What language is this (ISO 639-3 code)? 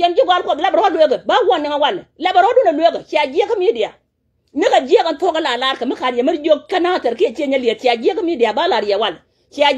nus